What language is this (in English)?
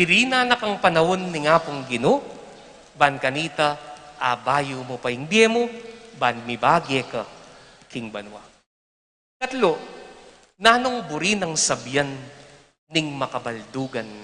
Pampanga